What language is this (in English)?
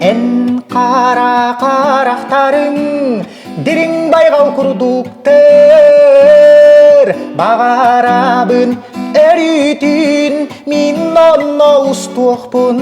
Yakut